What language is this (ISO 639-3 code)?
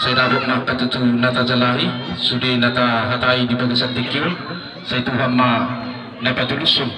bbc